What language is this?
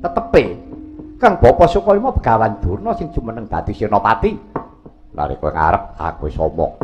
Javanese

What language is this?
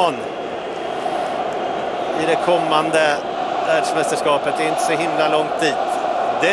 Swedish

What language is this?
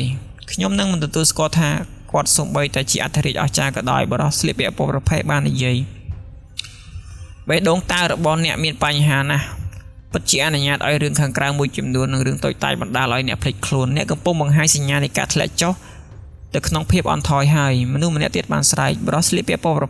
Khmer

